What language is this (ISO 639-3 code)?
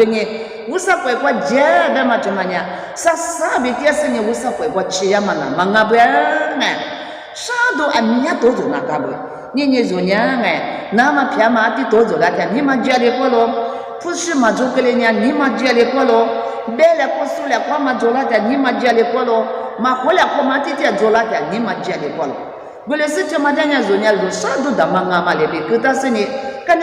lis